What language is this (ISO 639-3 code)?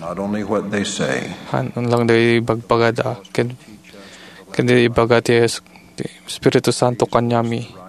ilo